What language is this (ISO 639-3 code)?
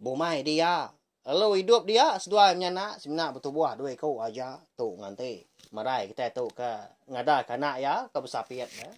iba